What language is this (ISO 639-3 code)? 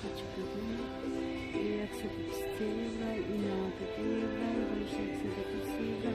tgk